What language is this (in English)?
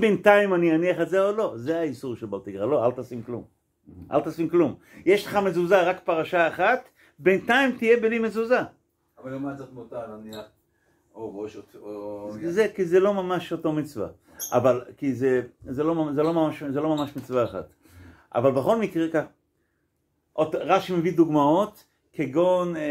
Hebrew